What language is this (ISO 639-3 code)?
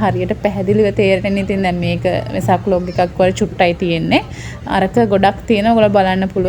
sin